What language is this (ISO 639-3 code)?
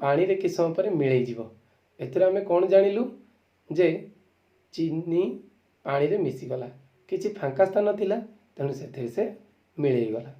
ori